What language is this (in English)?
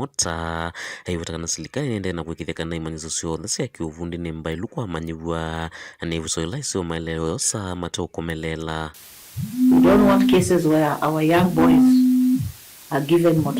Kamba